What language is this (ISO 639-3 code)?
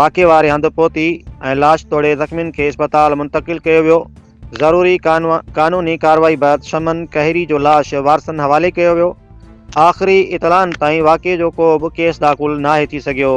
snd